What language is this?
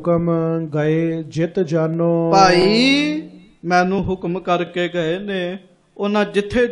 Punjabi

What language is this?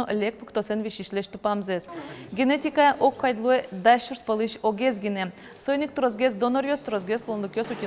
Udmurt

